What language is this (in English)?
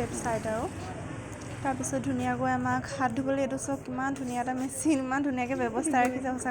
Assamese